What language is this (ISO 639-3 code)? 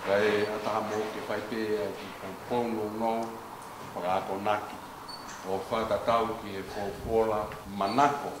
ton